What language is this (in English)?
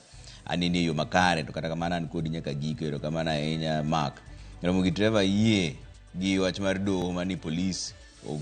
Luo (Kenya and Tanzania)